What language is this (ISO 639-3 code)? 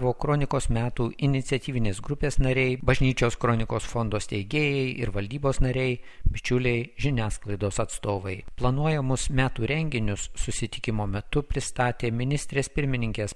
lit